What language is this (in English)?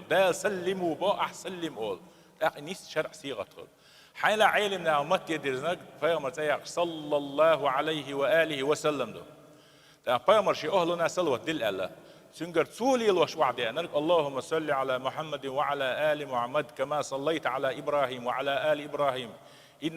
Chechen